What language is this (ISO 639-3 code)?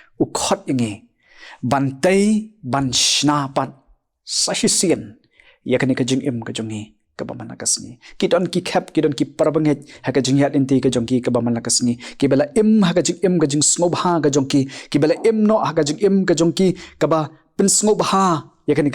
kha